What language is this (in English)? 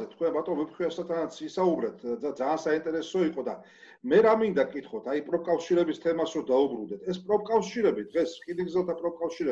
Georgian